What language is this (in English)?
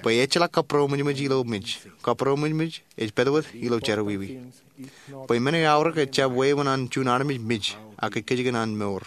Marshallese